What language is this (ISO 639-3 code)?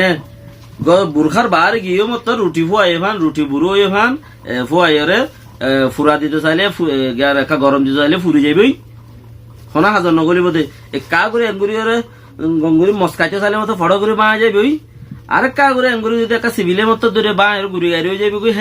rhg